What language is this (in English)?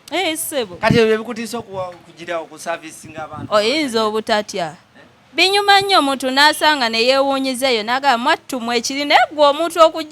Ganda